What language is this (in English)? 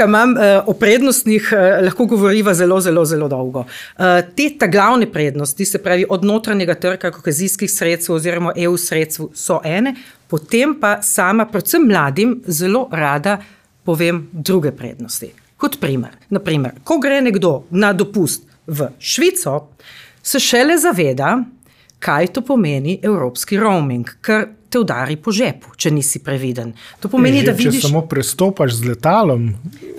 Slovenian